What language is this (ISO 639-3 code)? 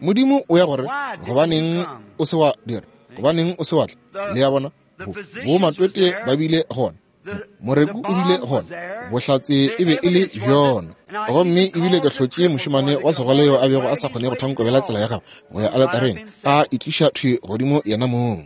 nso